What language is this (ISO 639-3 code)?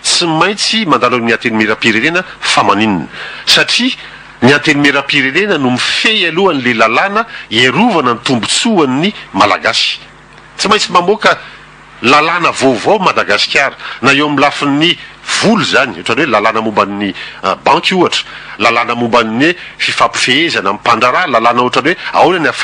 mlg